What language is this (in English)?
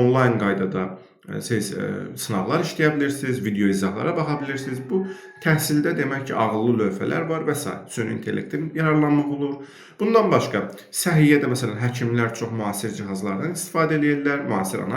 Azerbaijani